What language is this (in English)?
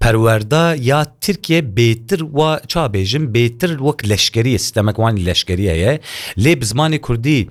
Kurdish